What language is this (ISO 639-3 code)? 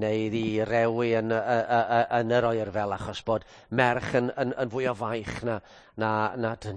cym